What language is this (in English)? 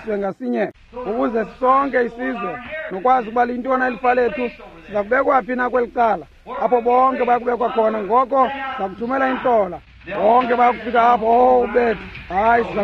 Xhosa